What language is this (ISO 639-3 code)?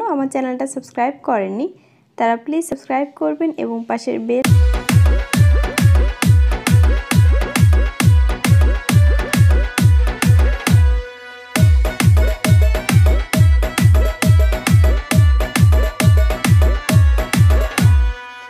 ben